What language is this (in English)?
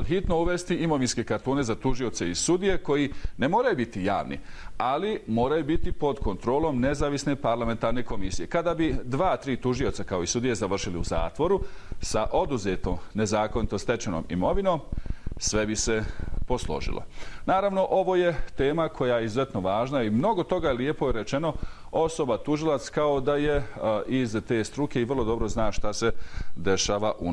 Bosnian